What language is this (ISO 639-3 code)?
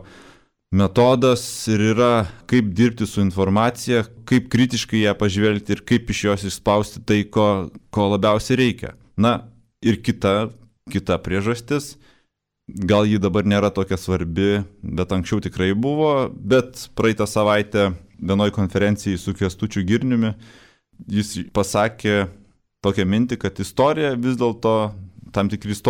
lit